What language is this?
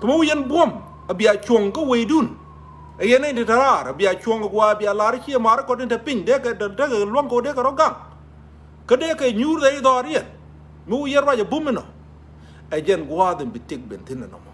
Nuer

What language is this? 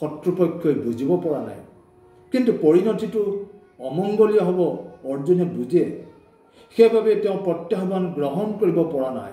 Assamese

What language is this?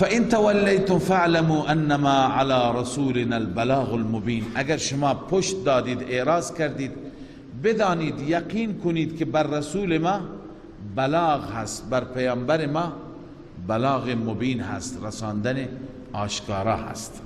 Persian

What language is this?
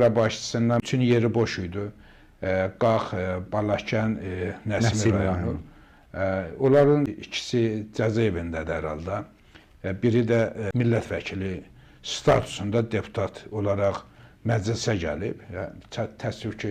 Azerbaijani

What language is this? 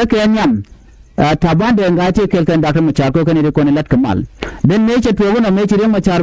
Nuer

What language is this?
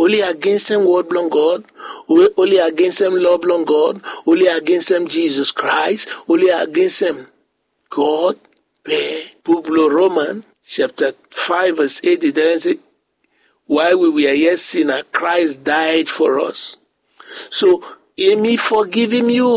Bislama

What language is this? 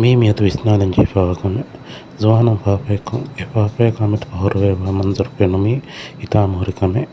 Divehi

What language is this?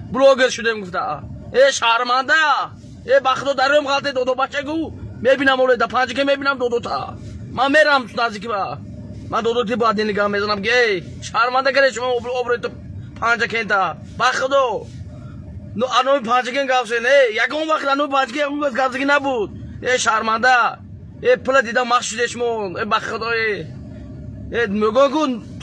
Tajik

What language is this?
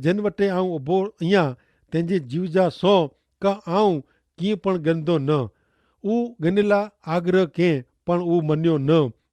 Kachhi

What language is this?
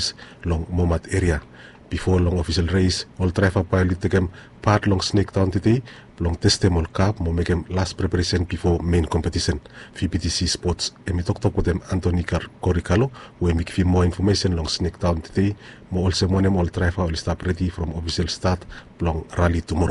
Bislama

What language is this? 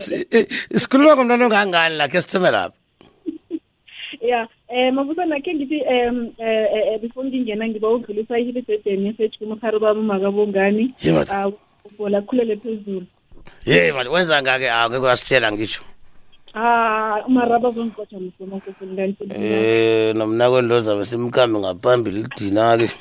South Ndebele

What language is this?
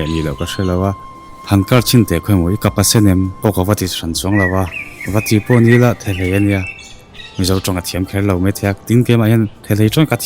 Mizo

